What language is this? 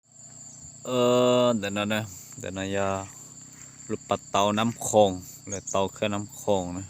Hmong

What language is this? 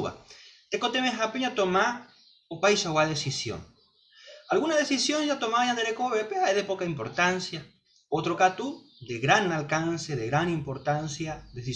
Guarani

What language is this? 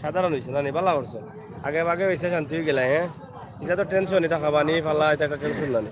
Sylheti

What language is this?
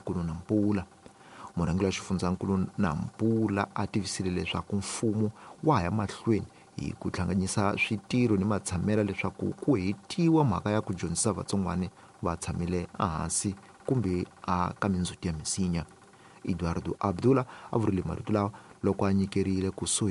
Tsonga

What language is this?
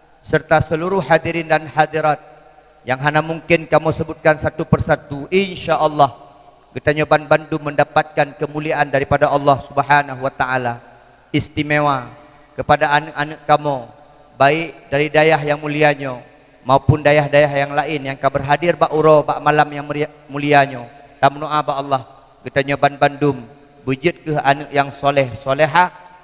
Achinese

